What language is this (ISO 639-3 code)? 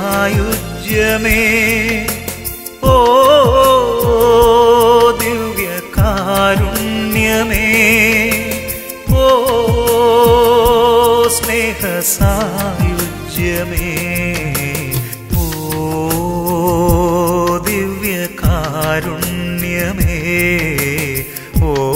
mal